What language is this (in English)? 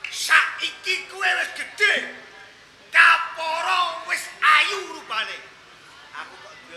Javanese